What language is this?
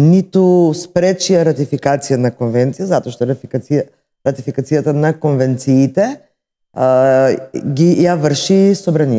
Macedonian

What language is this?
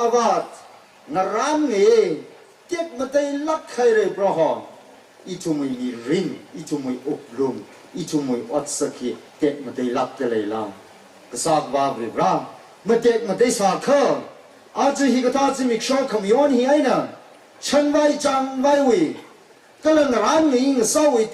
Tangkhul Naga (India)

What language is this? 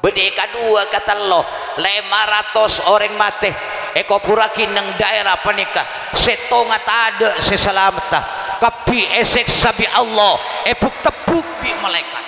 Madurese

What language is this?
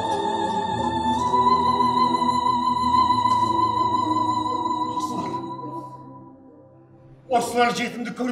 Kazakh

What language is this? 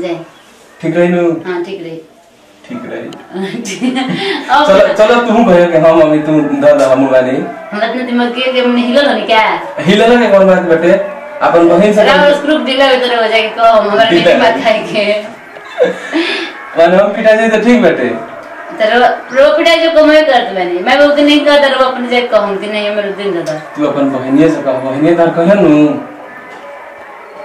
Bhojpuri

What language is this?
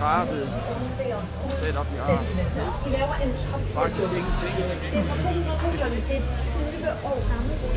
Danish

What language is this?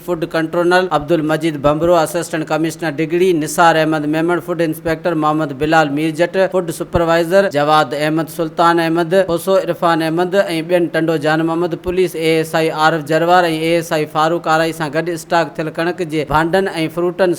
Sindhi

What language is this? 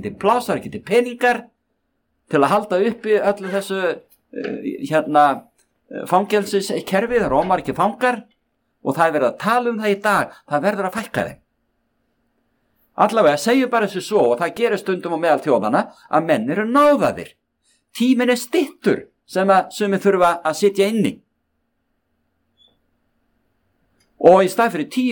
Icelandic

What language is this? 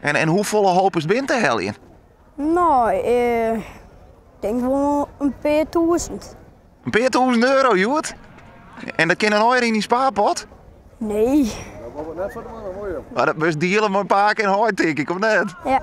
Western Frisian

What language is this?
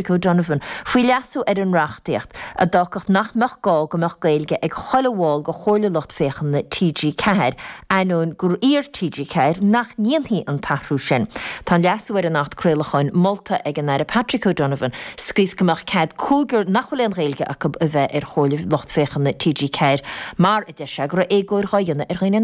Irish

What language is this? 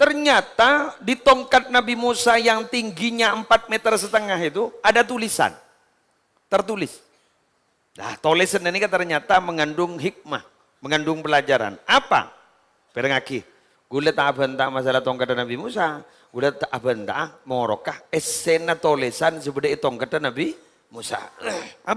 Madurese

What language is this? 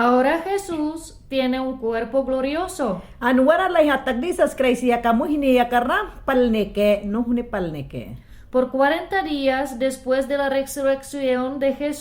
Mayangna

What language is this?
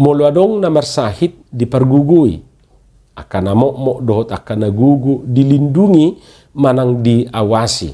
Batak Toba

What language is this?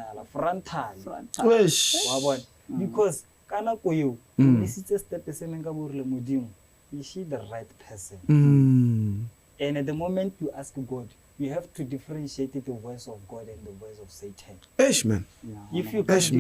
Tswana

